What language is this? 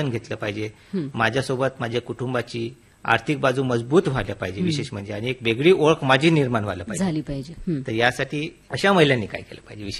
Marathi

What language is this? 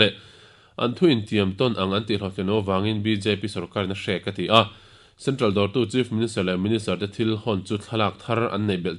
Mizo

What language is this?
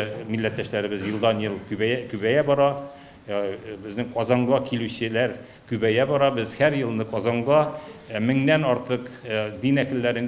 Tatar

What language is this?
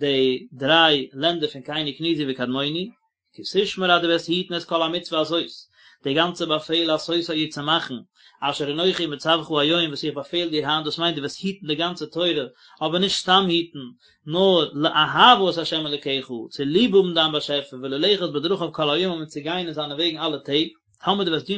Yiddish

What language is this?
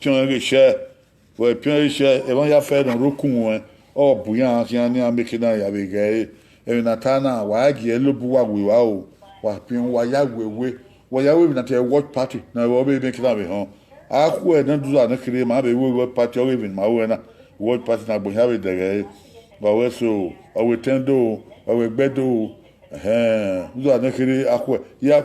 Bini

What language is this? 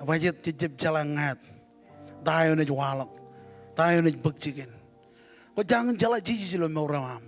Marshallese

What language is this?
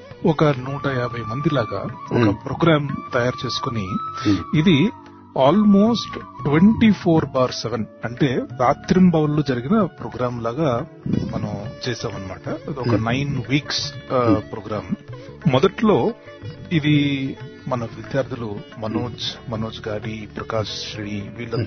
Telugu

